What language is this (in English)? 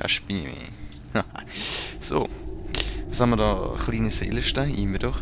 Swiss German